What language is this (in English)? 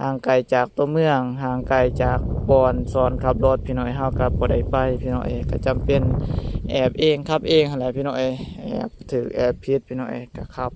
Lao